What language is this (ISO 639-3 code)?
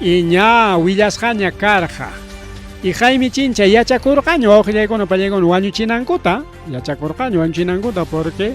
quy